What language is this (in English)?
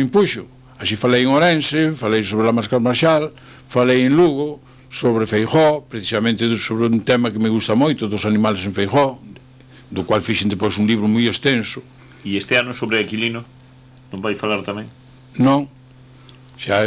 Galician